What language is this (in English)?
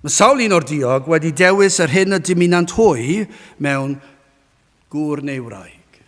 Welsh